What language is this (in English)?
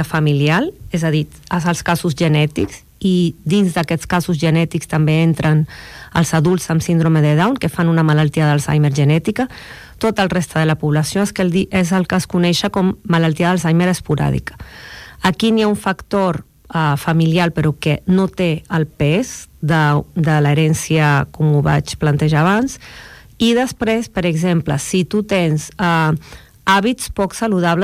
Catalan